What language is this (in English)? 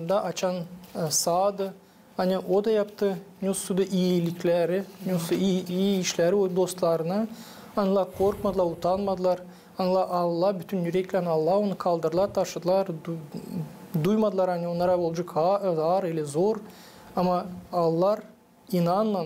Gagauz